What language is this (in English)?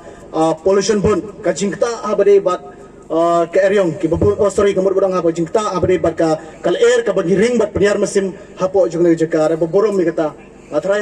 Khasi